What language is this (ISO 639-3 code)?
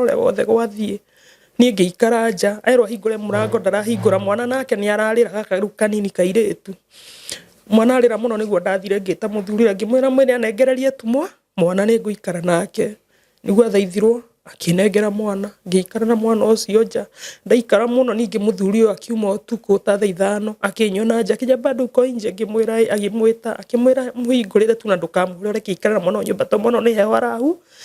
kik